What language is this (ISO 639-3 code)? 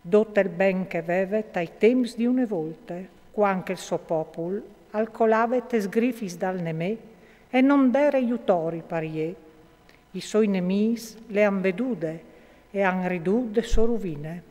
fur